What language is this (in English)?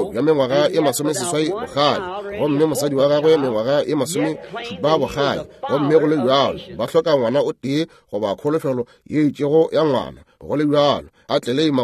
Northern Sotho